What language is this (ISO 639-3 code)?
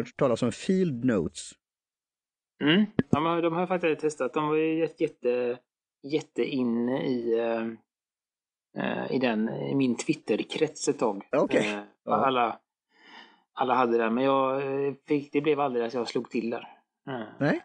swe